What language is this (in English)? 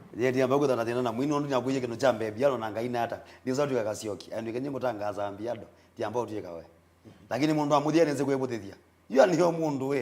Kamba